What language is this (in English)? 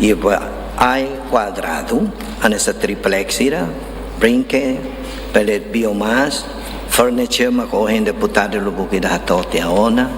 Tetum